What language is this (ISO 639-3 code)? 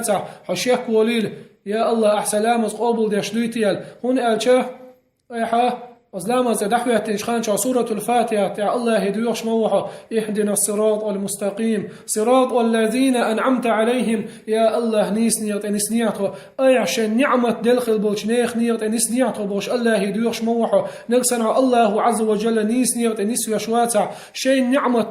che